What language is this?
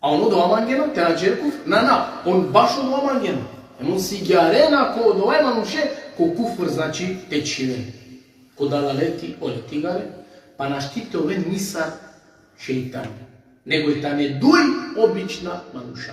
Balkan Romani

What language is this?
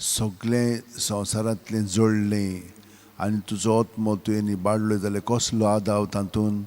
Konkani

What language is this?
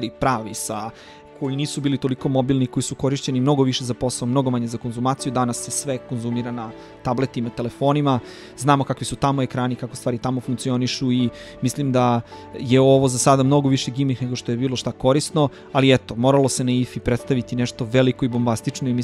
Serbian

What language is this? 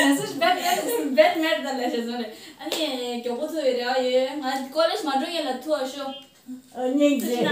Tibetan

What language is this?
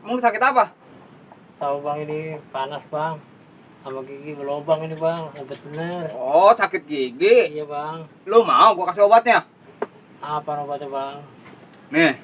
Betawi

